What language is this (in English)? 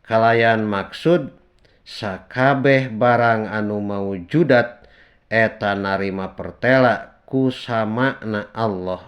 Sundanese